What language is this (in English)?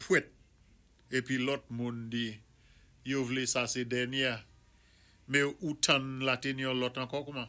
Saint Lucian Creole French